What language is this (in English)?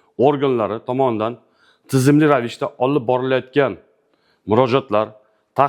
Uzbek